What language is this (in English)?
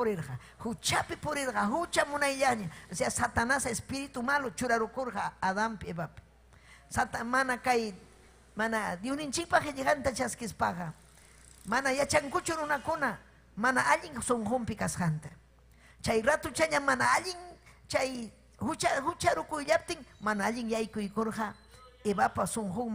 Ayacucho Quechua